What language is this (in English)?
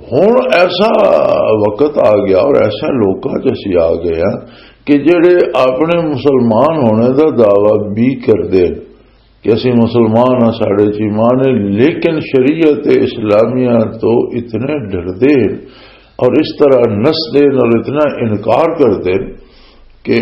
Western Panjabi